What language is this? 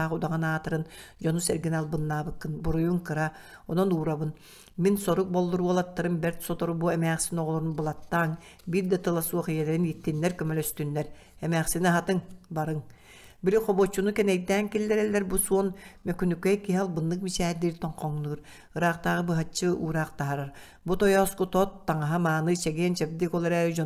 Yakut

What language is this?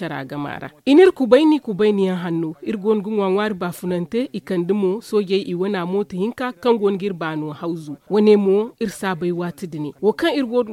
Zarma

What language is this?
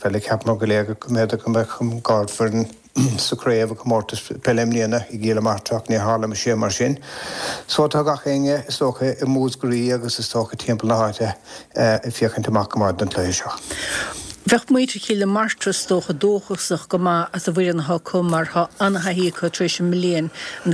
Irish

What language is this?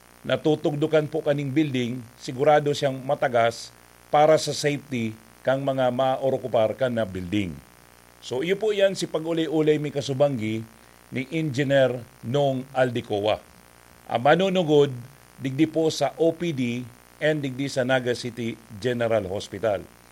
Bikol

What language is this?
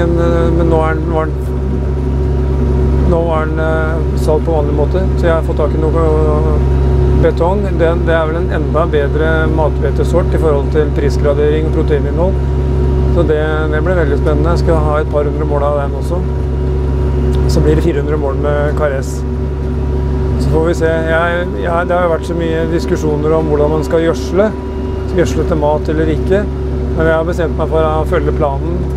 Norwegian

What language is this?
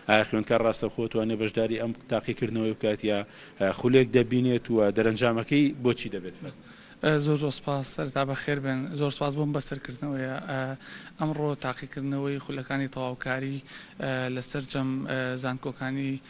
Central Kurdish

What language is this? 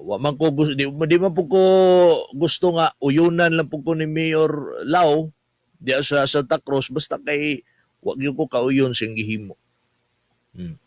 Cebuano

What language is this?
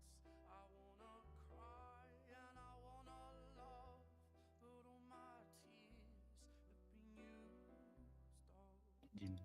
Yakut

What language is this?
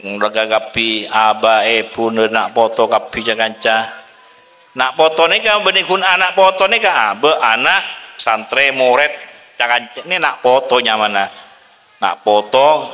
Madurese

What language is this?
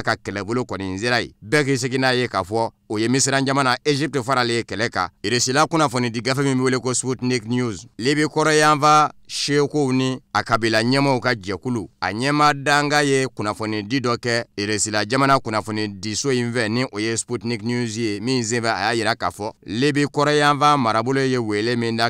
Bambara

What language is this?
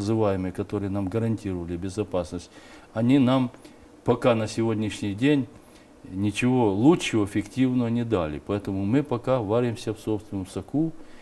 Russian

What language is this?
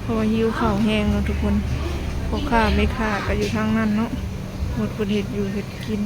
Lao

